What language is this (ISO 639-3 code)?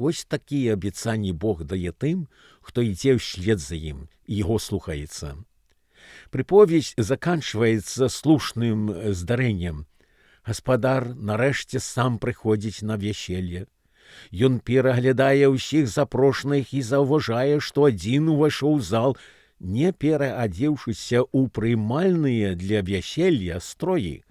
bel